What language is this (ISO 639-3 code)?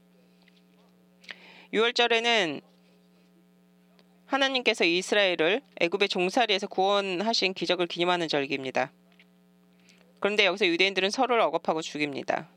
kor